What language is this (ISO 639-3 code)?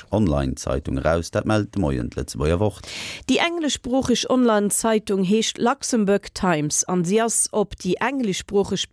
ltz